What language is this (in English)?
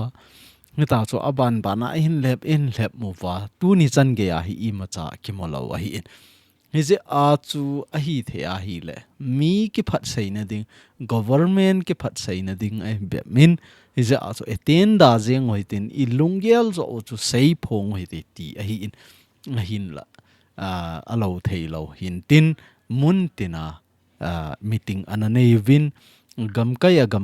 Thado Chin